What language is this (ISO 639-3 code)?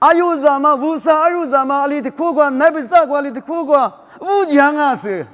lis